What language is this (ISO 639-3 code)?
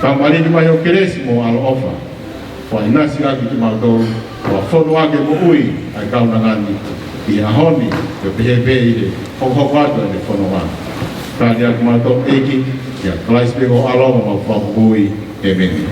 ton